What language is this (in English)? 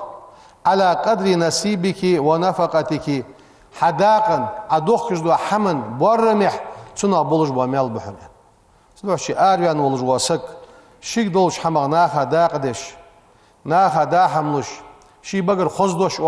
Ingush